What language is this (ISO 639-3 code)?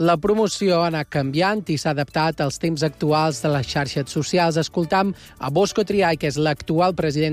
cat